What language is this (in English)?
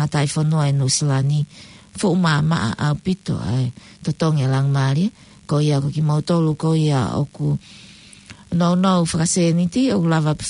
Tongan